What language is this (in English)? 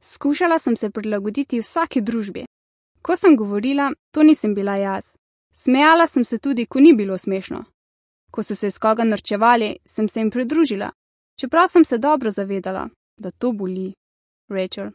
Slovenian